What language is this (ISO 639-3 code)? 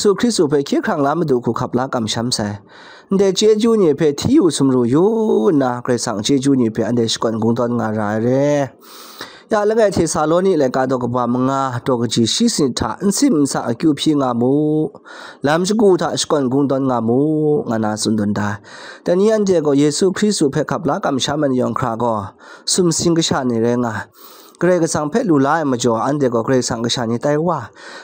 kac